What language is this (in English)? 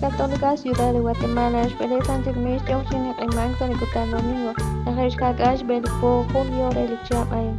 Kekchí